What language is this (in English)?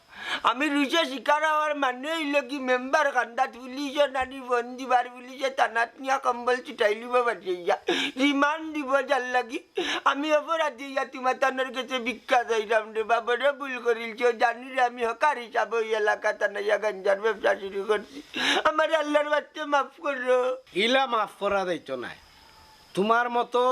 Sylheti